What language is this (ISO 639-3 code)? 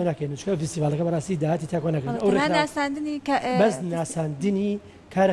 ckb